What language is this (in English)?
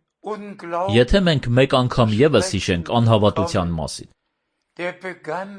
Armenian